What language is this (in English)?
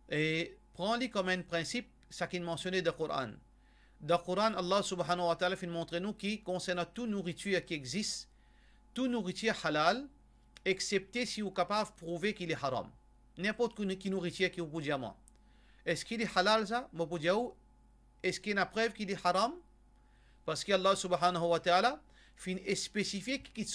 Morisyen